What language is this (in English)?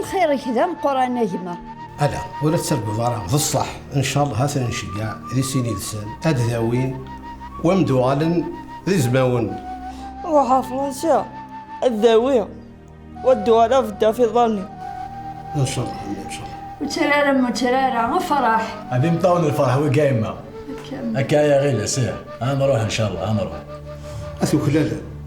Kabyle